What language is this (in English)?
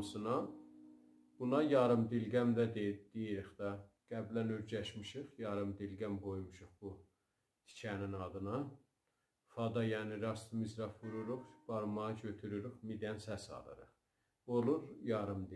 South Azerbaijani